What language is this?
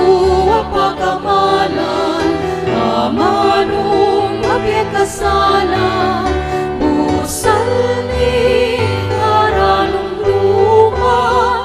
Pampanga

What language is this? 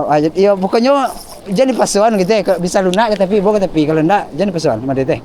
Minangkabau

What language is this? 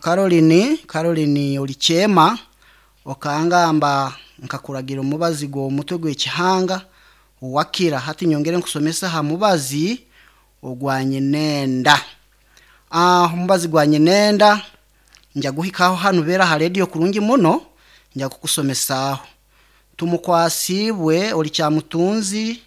Nyankole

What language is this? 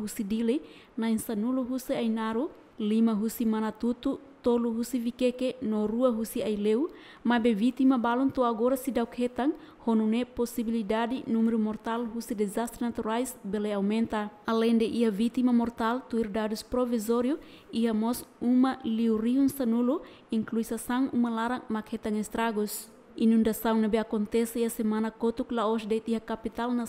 Tetum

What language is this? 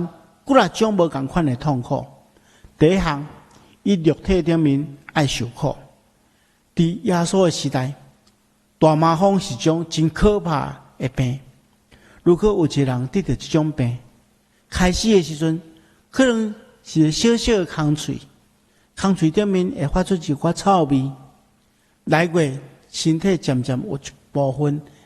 Min Nan Chinese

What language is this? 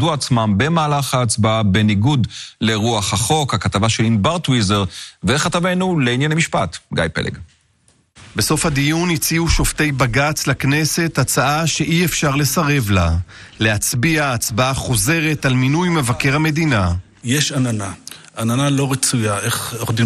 Hebrew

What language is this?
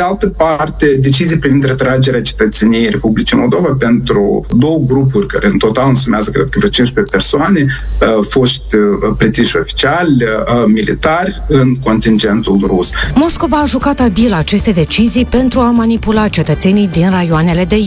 Romanian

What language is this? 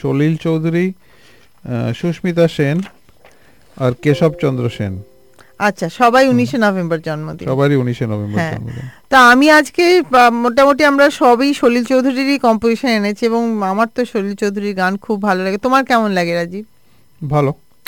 Bangla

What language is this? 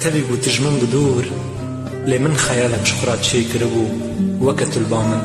Kurdish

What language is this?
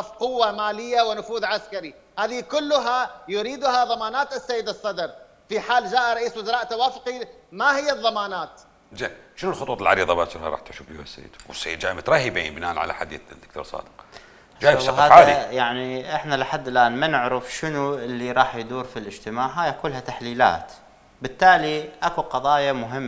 Mesopotamian Arabic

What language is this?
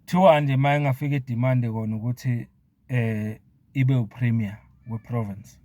Zulu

